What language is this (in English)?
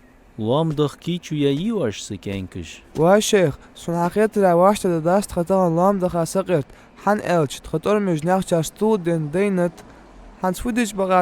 Ingush